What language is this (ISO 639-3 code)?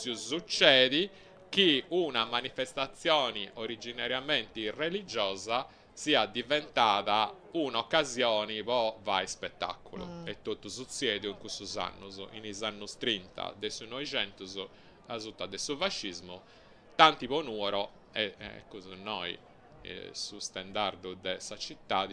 srd